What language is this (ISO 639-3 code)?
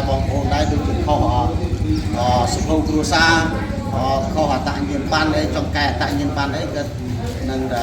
khm